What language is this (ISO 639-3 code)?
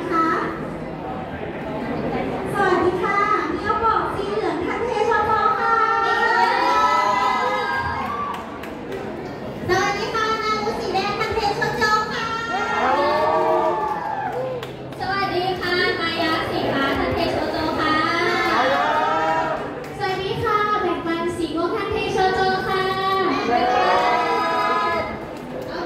tha